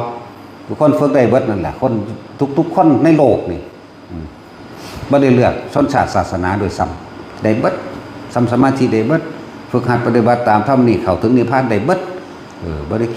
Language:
Northeastern Thai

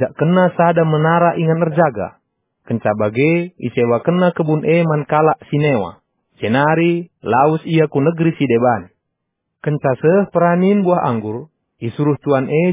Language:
Batak Karo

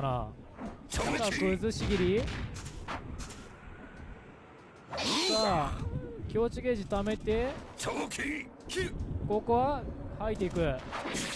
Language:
Japanese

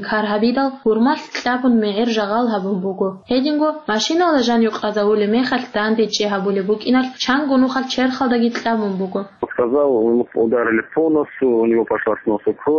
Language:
Avaric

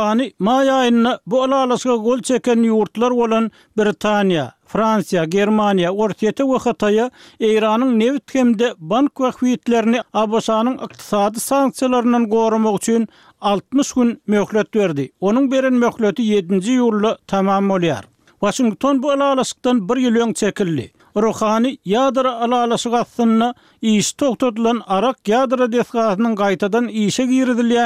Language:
Turkmen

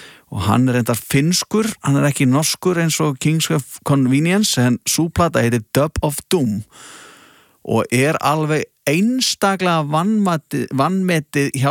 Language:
Icelandic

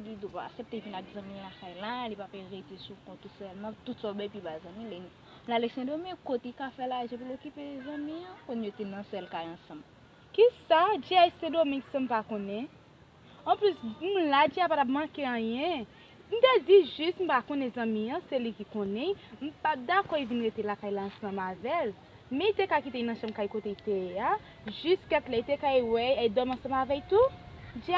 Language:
Haitian Creole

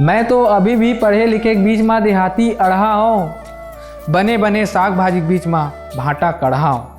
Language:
Chhattisgarhi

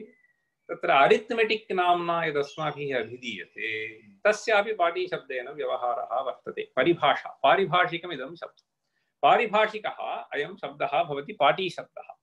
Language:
Sanskrit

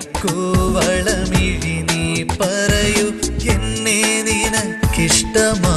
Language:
Malayalam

